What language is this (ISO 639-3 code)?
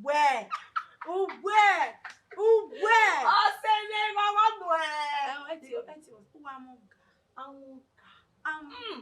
bin